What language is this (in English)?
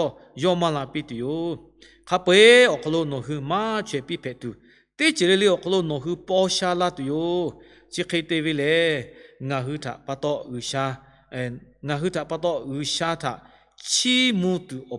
Lahu